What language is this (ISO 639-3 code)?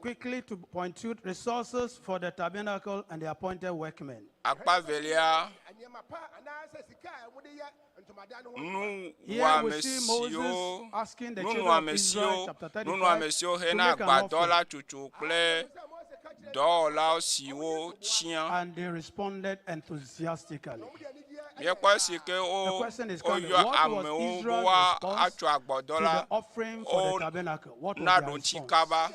ewe